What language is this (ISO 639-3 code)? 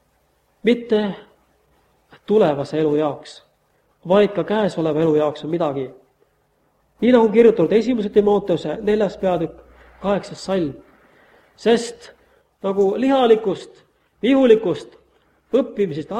est